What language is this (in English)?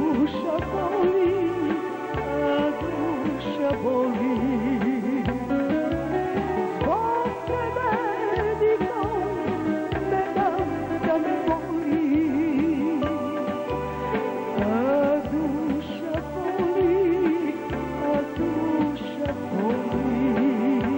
Serbian